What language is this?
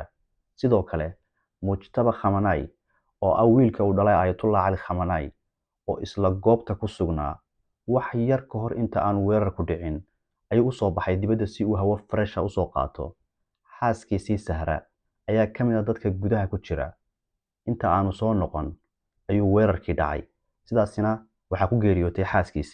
Somali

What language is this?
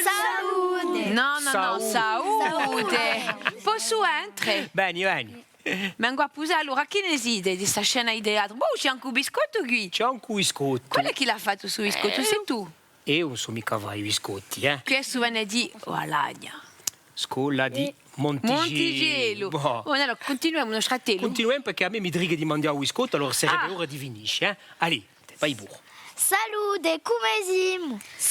Corsican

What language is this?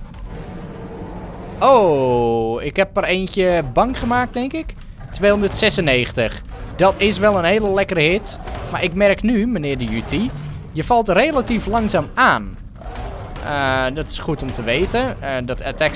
Dutch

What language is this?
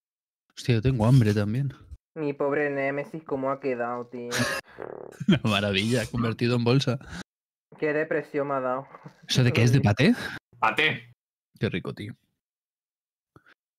Spanish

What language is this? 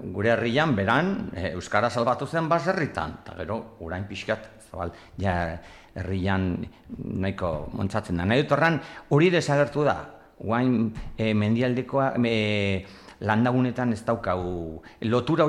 Basque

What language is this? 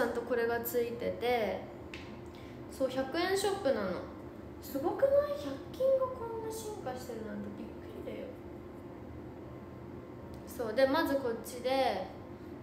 Japanese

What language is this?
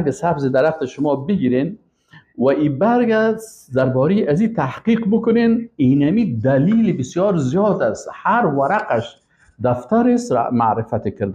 Persian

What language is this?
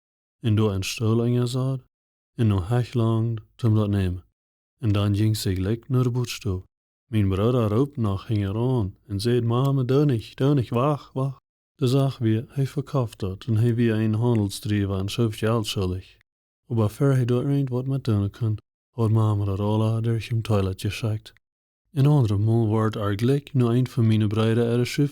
Plautdietsch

